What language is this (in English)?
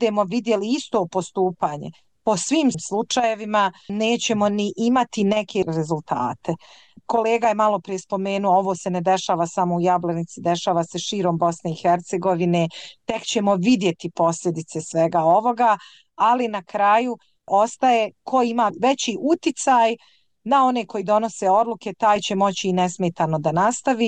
Bosnian